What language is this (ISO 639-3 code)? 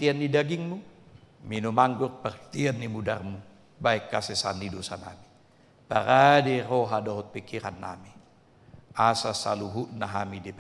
bbc